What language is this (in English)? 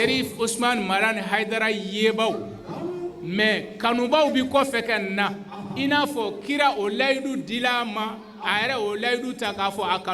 Bambara